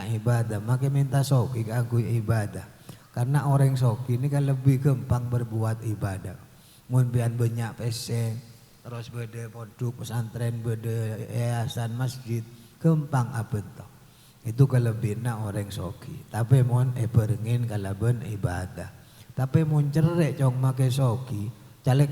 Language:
Madurese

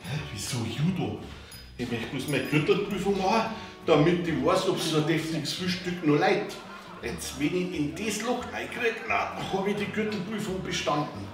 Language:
Bavarian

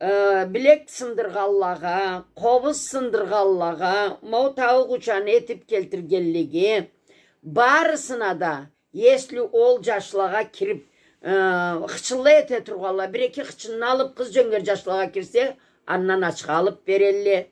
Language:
Karachay-Balkar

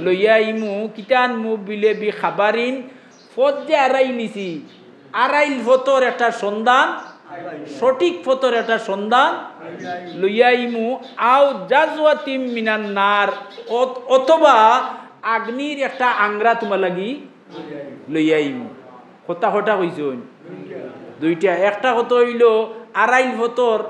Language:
Sylheti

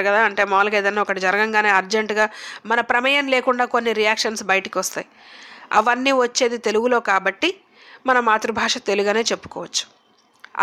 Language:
Telugu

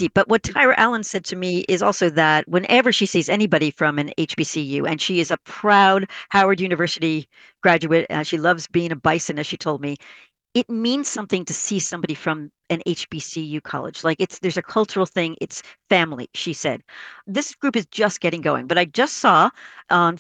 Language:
English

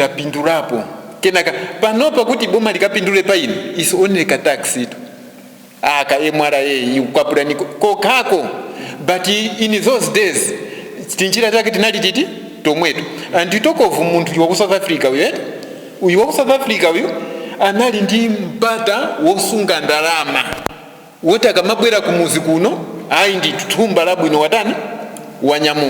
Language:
Nyanja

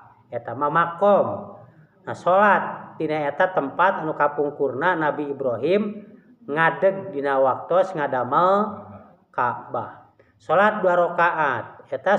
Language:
Sundanese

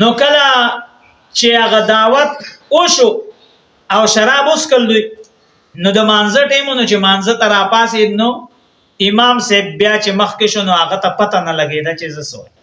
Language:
Pashto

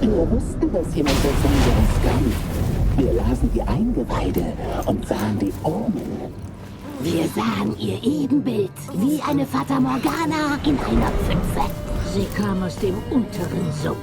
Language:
Swiss German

